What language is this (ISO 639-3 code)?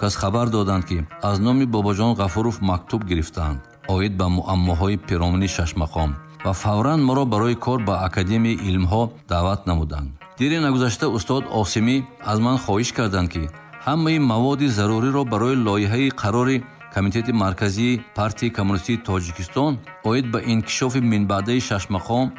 tgk